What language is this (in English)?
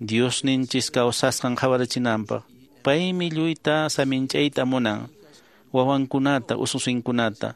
Quechua